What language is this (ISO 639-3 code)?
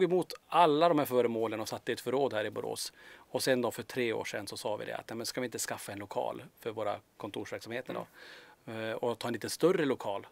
swe